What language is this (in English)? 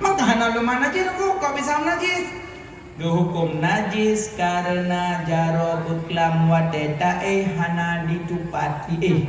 Achinese